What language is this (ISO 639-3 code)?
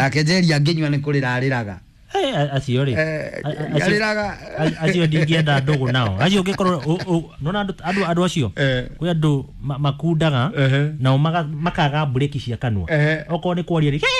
kik